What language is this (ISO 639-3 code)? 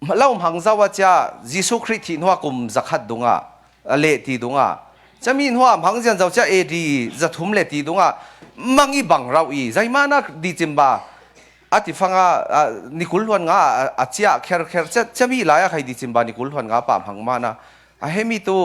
cfm